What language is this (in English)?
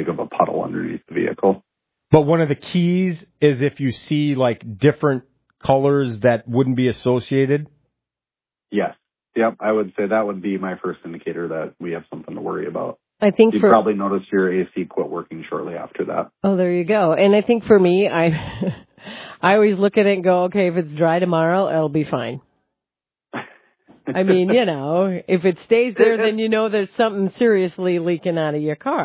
English